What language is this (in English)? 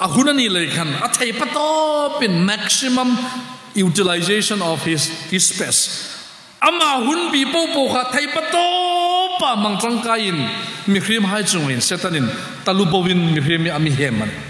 Hmar